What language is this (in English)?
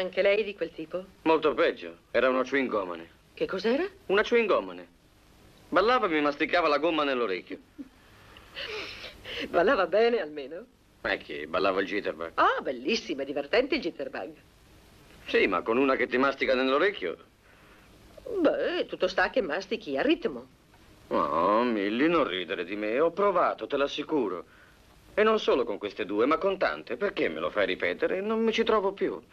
Italian